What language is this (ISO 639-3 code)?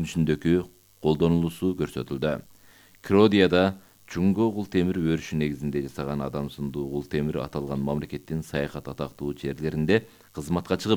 kir